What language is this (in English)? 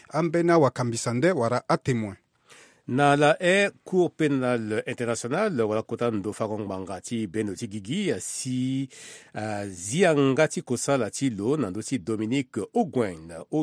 Sango